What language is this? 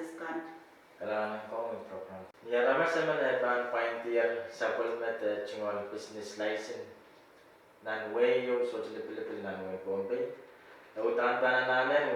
Pohnpeian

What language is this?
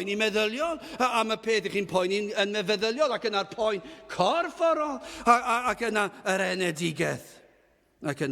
Welsh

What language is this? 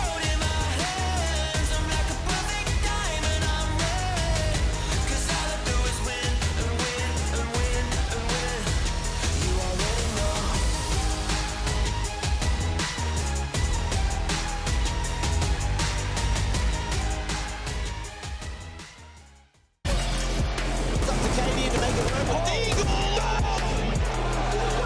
Hungarian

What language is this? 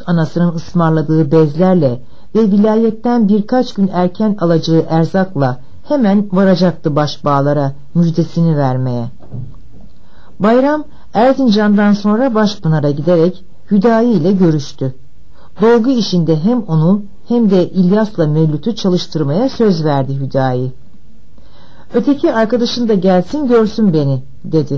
Turkish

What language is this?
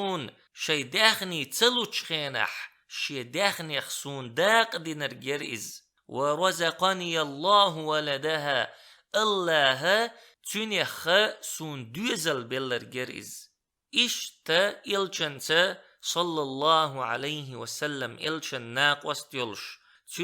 Chechen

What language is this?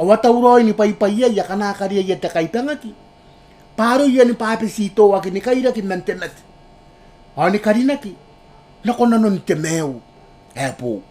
Gilbertese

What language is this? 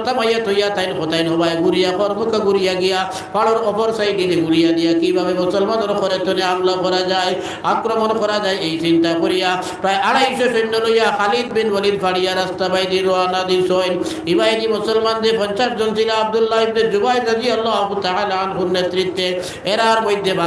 Sylheti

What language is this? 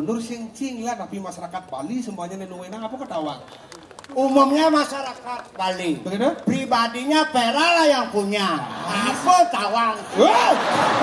Balinese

